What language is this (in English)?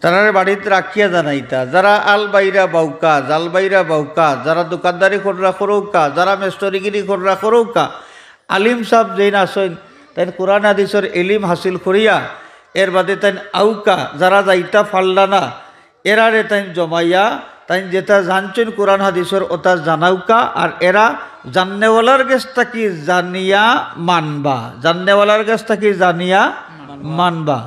Sylheti